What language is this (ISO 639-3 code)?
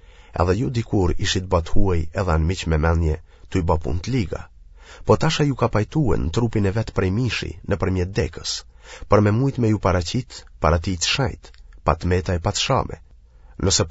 sqi